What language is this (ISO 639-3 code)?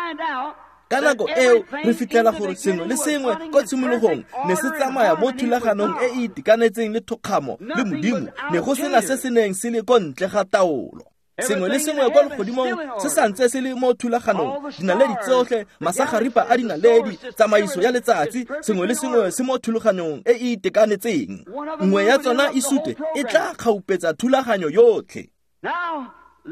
tsn